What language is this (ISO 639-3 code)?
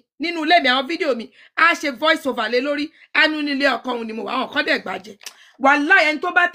yor